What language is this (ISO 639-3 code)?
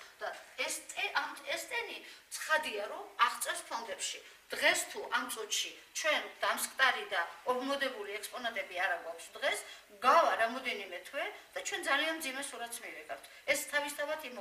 kat